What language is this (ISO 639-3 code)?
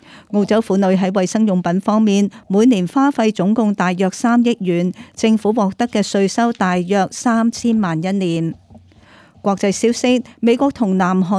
yue